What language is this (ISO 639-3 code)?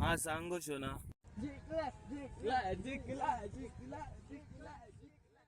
kok